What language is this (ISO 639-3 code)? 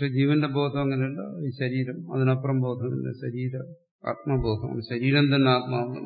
mal